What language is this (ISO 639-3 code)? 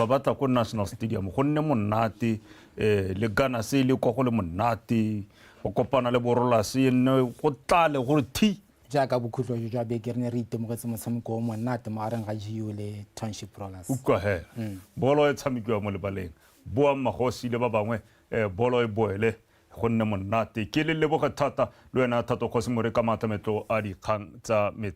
tsn